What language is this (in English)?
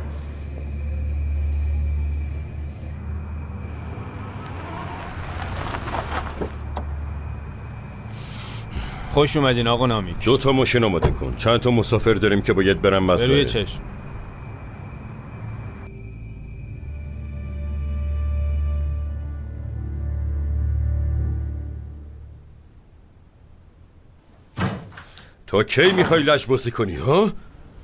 Persian